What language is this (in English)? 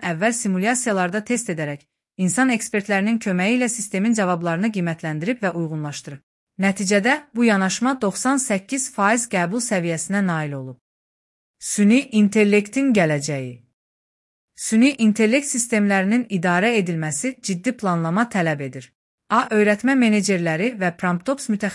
Azerbaijani